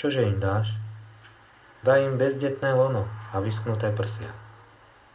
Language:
Slovak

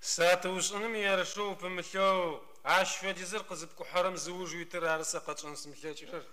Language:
Adyghe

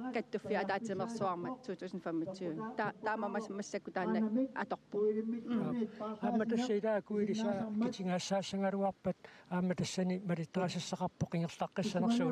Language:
Kalaallisut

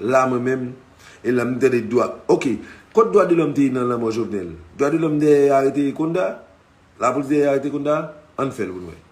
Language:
Haitian Creole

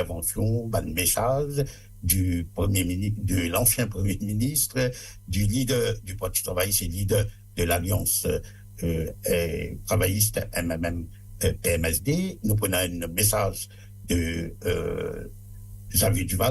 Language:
Morisyen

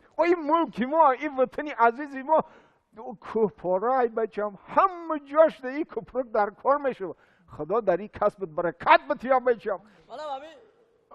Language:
Tajik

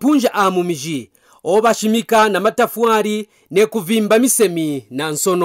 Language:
Kaonde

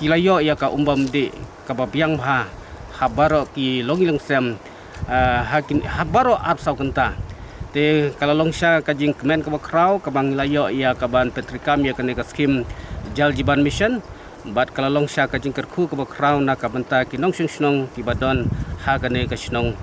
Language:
Khasi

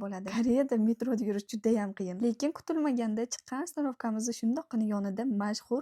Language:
Uzbek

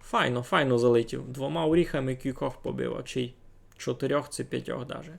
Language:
Rusyn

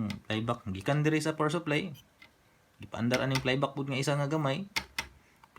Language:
Cebuano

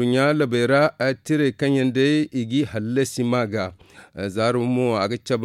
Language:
Zarma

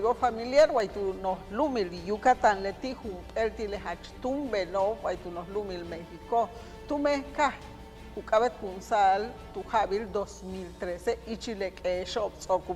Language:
Yucateco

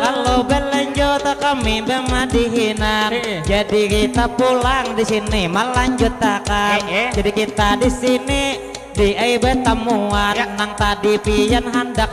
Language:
Banjar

